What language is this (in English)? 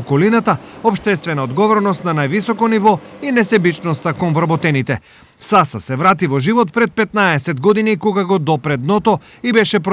Macedonian